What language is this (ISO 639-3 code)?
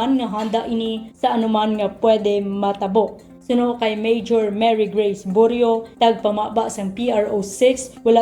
hil